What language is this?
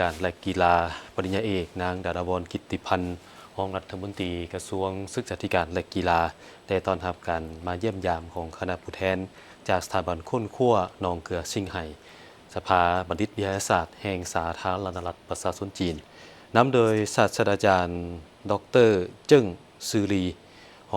Lao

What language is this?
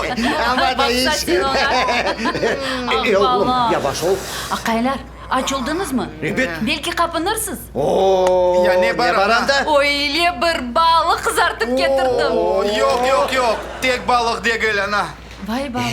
Crimean Tatar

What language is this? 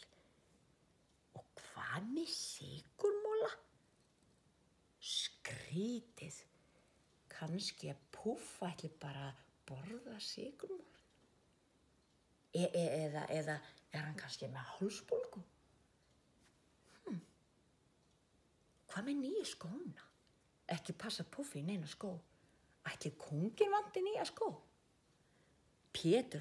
Icelandic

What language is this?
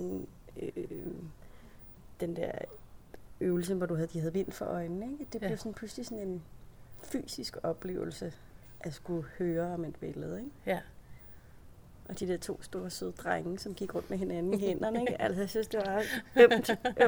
Danish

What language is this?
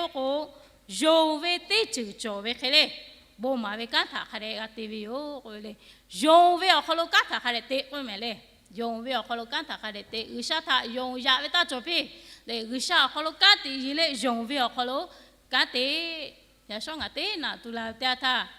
Lahu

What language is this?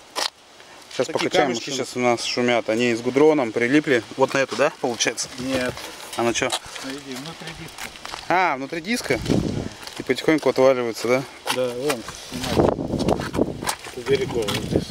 Russian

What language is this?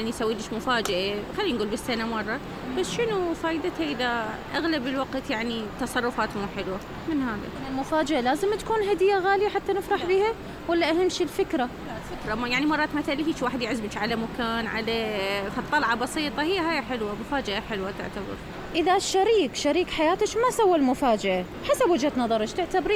Mesopotamian Arabic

